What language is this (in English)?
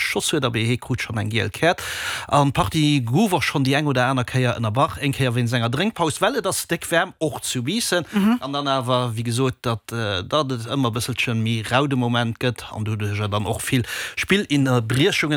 Luxembourgish